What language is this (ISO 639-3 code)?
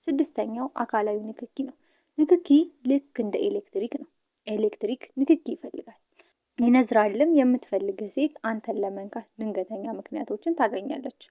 amh